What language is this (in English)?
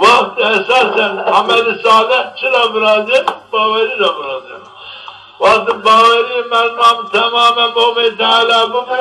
Zaza